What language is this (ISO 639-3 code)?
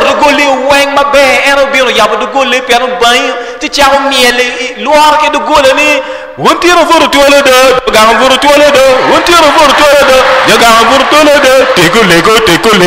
ach